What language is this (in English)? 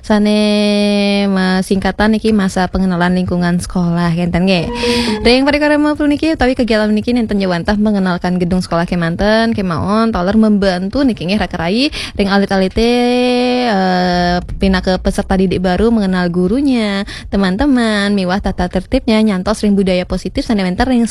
Balinese